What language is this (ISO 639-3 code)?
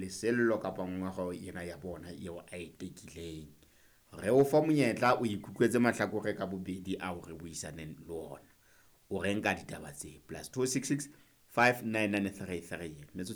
sot